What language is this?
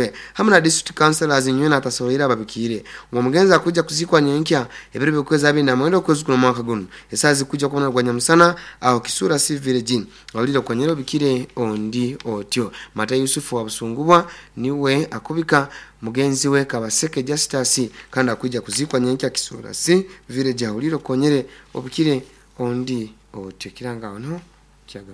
Nyoro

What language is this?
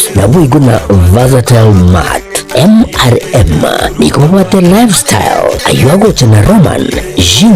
Gusii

